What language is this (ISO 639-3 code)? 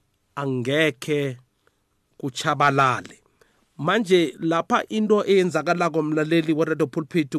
nbl